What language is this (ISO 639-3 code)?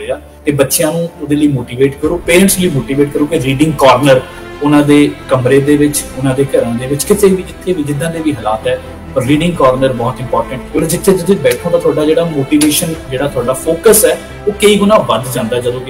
pan